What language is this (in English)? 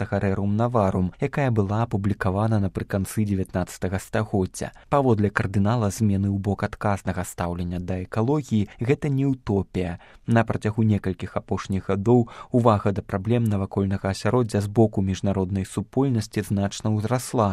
Belarusian